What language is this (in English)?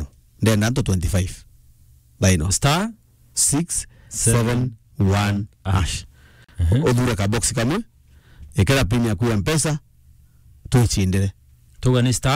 Meru